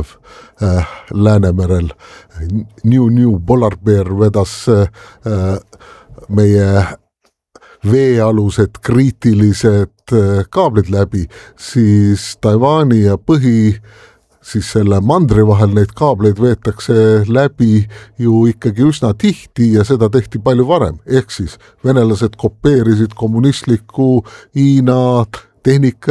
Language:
Estonian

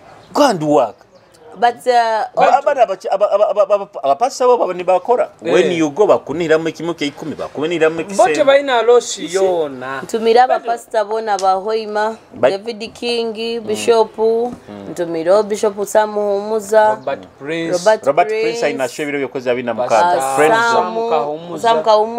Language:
Nyoro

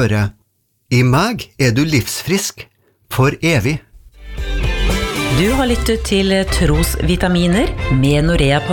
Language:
Norwegian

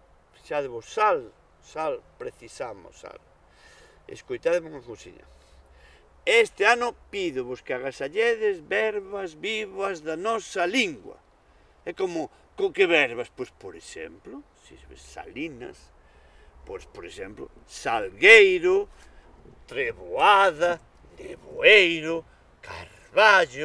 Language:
Galician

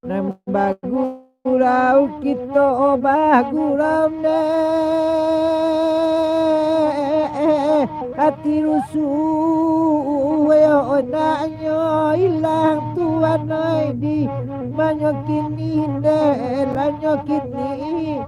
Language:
Minangkabau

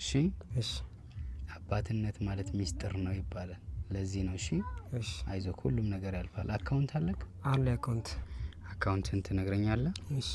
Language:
Amharic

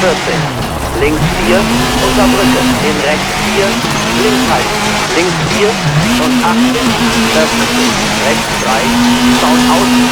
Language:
Bavarian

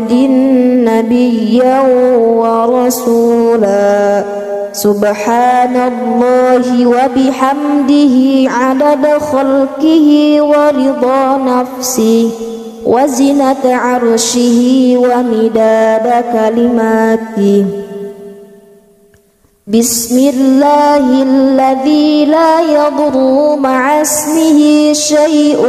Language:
Arabic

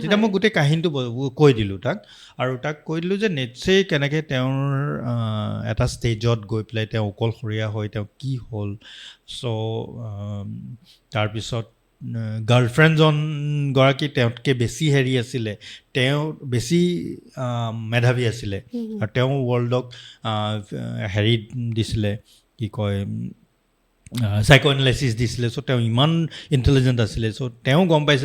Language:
Assamese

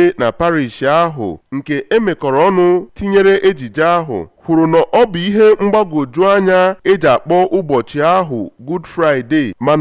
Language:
Igbo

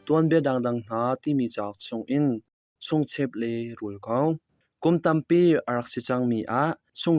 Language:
Hakha Chin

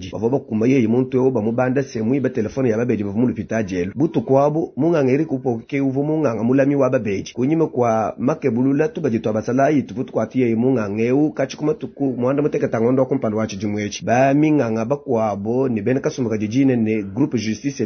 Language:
Luba-Lulua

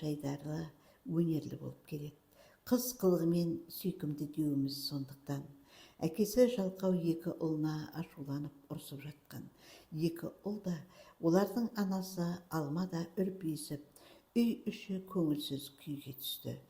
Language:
Kazakh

